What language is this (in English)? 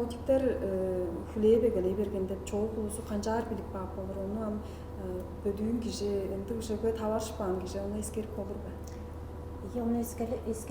Tuvinian